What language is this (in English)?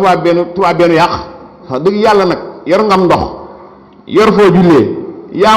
Wolof